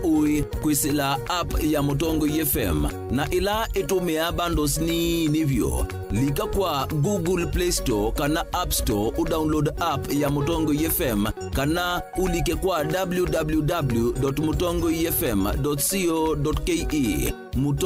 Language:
Kamba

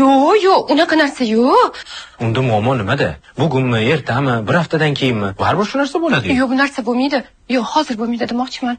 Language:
Uzbek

